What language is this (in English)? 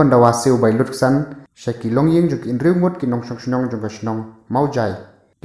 Khasi